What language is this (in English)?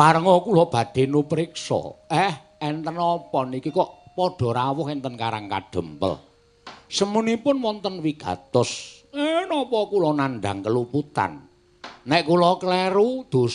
Javanese